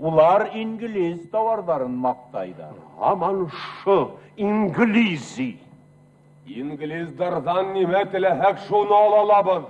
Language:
Bashkir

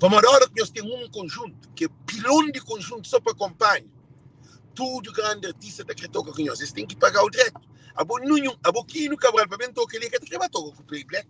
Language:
Kabuverdianu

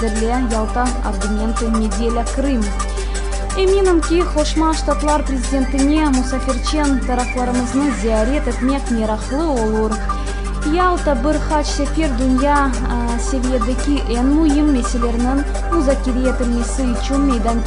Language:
Crimean Tatar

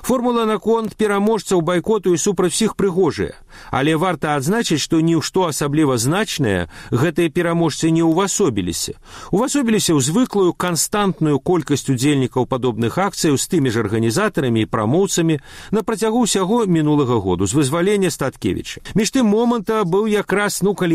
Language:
Belarusian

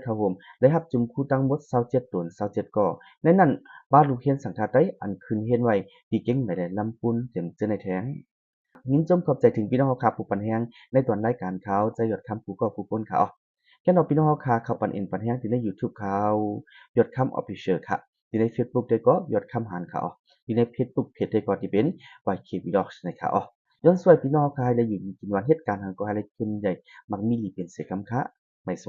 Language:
Shan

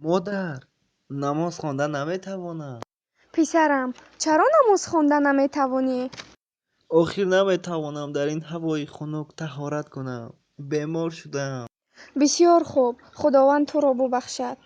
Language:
Tajik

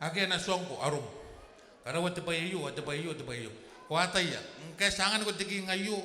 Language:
Gilbertese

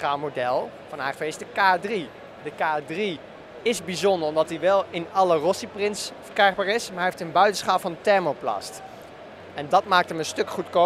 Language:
Dutch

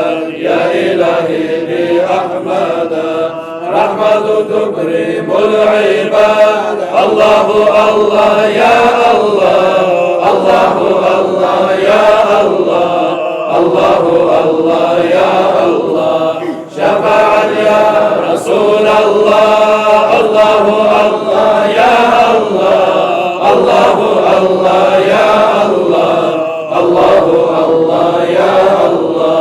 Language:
Kumyk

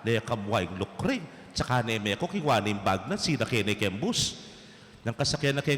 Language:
Pampanga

